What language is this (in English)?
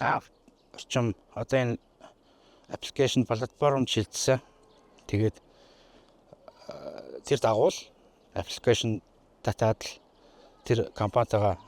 Mongolian